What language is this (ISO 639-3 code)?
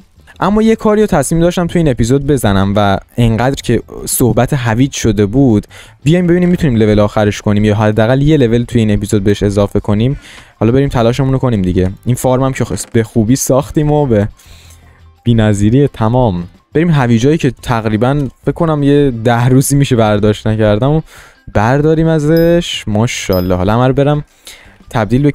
fas